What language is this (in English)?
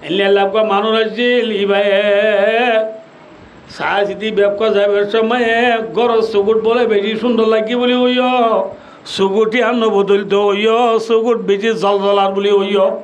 Rohingya